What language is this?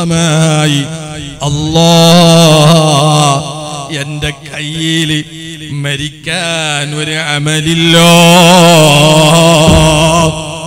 Malayalam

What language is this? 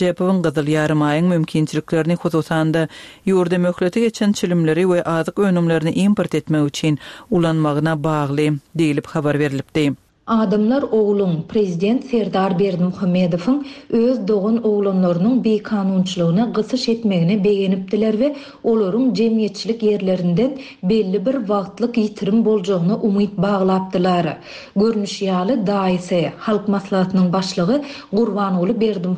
Turkmen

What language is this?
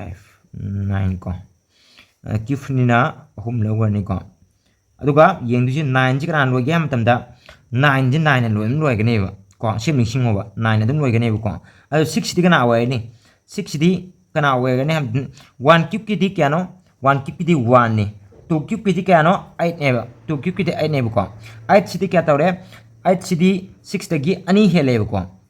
Manipuri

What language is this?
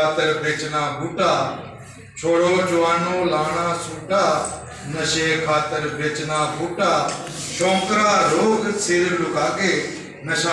Dogri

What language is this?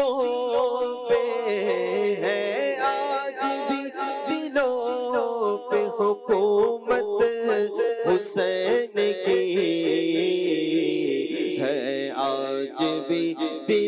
Urdu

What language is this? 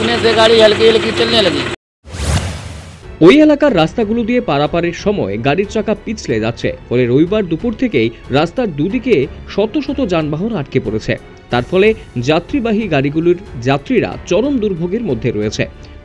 Bangla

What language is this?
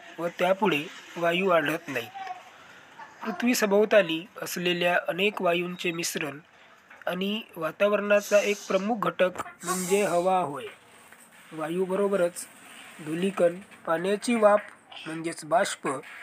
Marathi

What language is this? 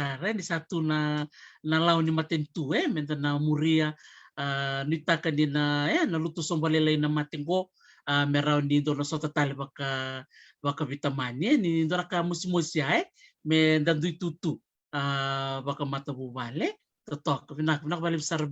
Fijian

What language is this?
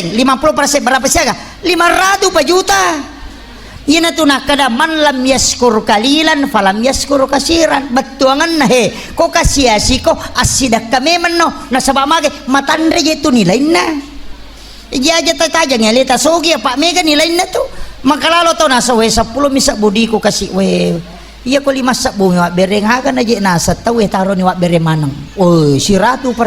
Buginese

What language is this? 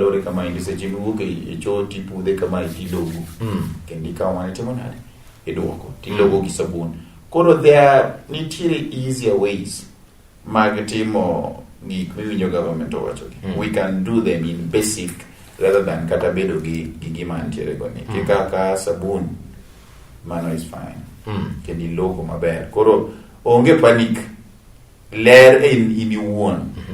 Luo (Kenya and Tanzania)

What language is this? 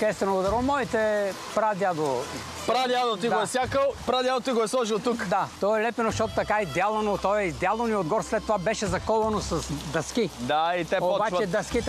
Bulgarian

